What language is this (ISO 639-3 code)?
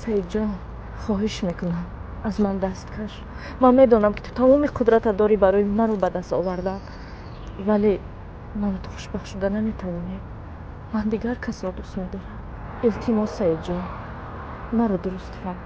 tgk